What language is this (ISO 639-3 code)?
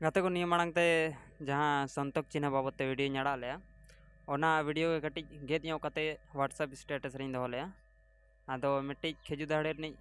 sat